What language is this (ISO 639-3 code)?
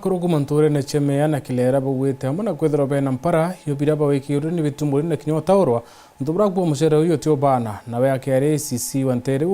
mer